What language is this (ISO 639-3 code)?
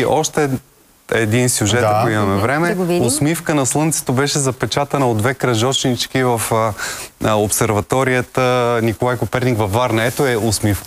bul